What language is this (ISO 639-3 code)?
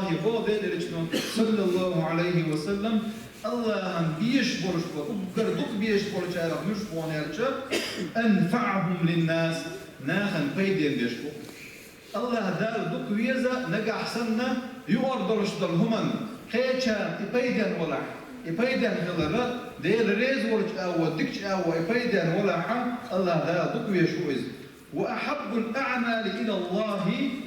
che